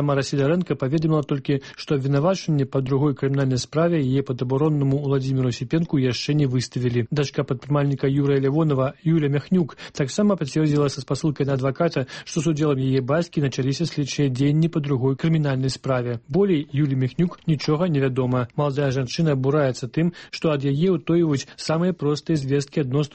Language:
Belarusian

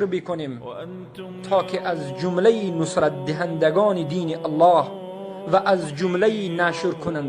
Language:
Tajik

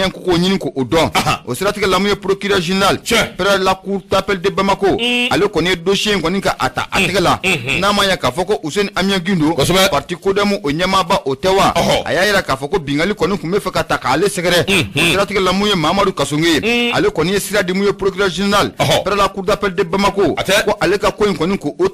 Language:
Bambara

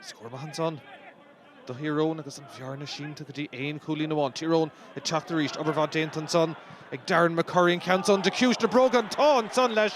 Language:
Irish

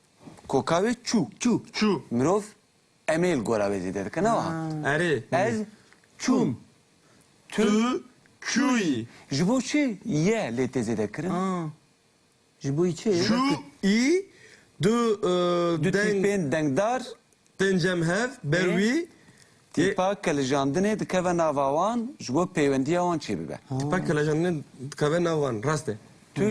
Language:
Kurdish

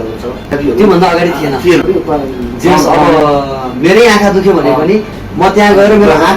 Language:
Nepali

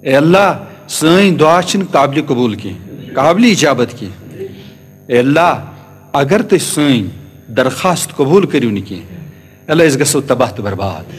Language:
Kashmiri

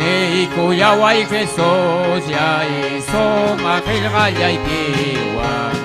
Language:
Ayacucho Quechua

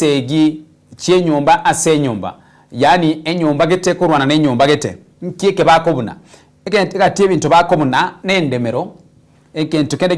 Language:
Gusii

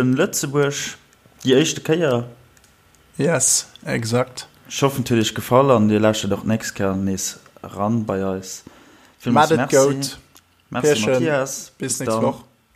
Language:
Luxembourgish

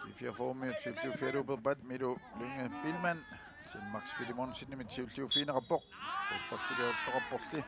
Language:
Kalaallisut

